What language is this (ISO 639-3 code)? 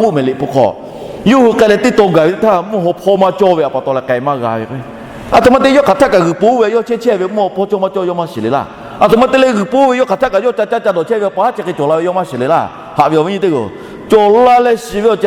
lhu